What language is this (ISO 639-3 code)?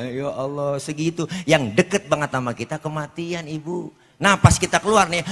bew